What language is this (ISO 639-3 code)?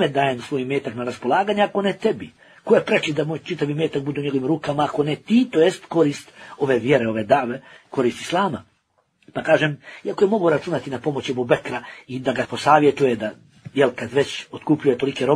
bos